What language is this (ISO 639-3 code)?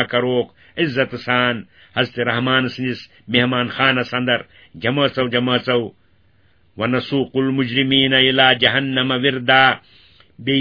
kas